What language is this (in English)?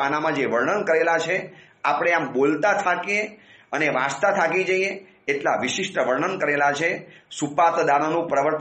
Gujarati